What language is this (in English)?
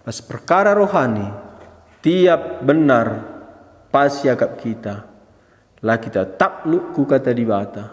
Batak Karo